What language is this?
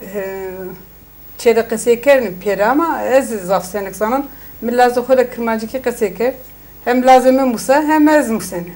Zaza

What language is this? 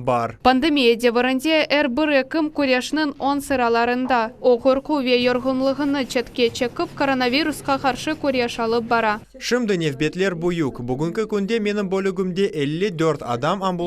Crimean Tatar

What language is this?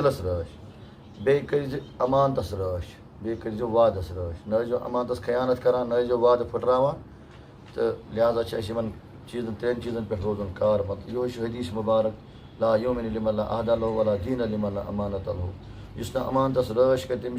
Kashmiri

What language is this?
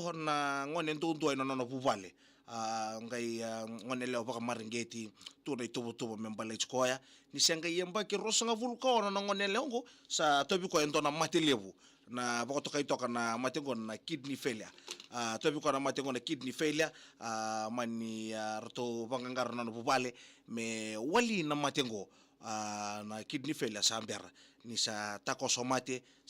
Fijian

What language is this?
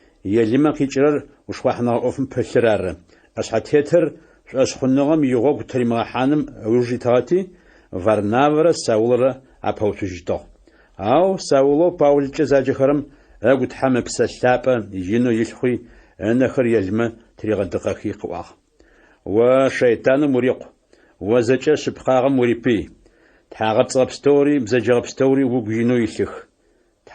Adyghe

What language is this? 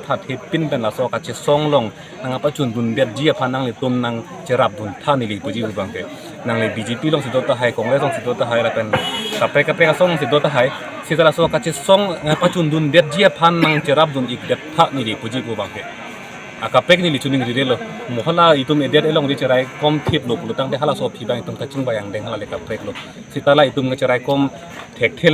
Karbi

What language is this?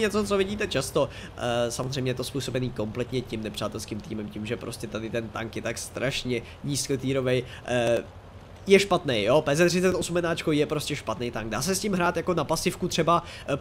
Czech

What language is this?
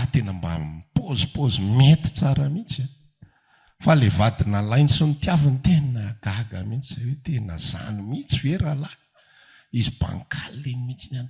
Malagasy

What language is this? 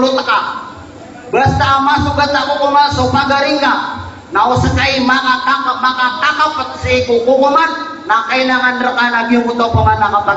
Maranao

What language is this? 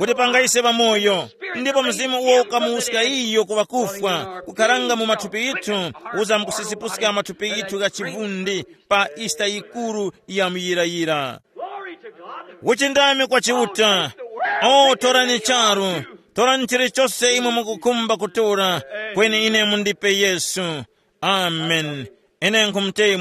Tumbuka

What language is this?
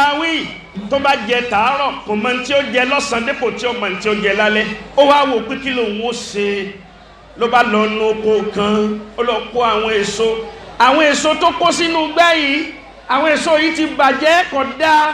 Yoruba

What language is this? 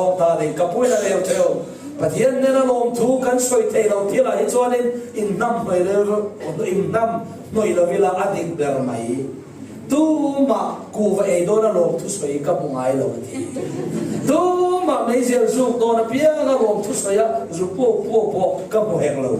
Falam Chin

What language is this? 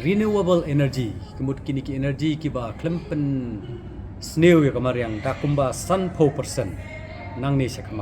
Khasi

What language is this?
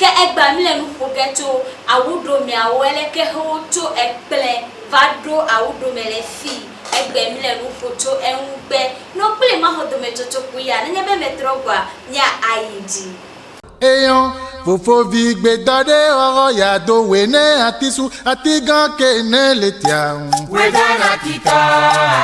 Ewe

